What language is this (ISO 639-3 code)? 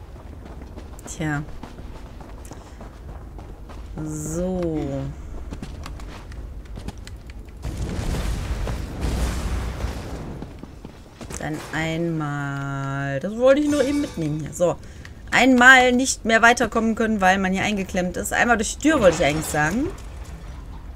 deu